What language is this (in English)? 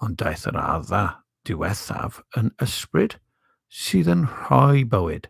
Welsh